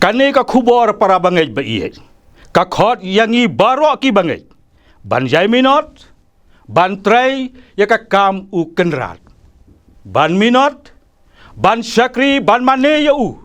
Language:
Khasi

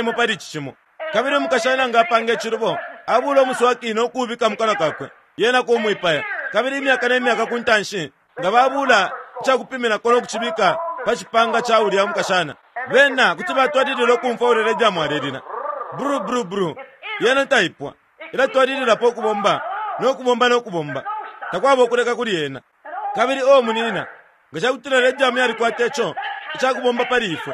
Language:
Bemba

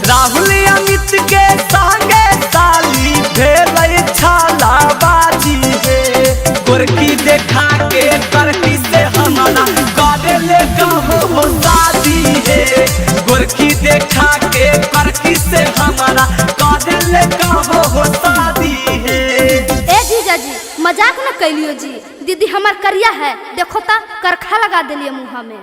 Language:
Magahi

